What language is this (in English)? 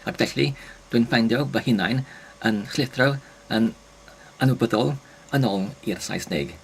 Welsh